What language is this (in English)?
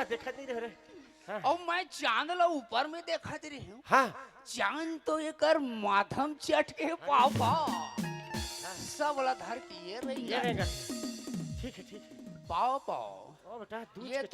Chhattisgarhi